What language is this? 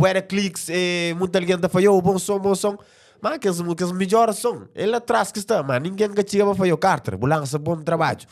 Kabuverdianu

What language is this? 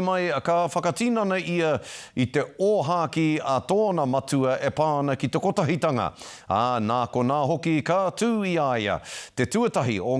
Māori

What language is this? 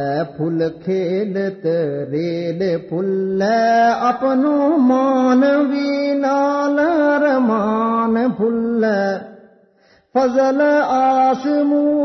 Gujari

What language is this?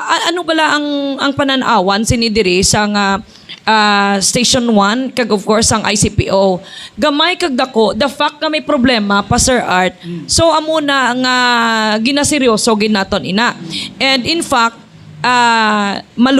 Hiligaynon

